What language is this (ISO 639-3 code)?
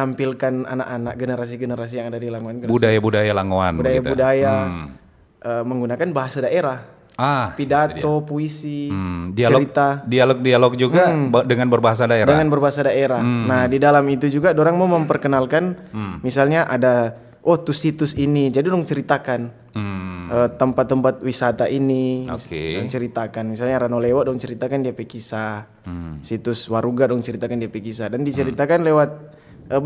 xmm